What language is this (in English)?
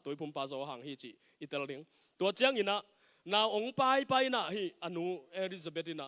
Tedim Chin